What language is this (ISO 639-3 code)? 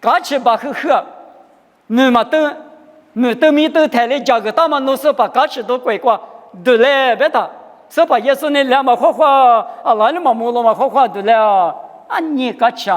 lis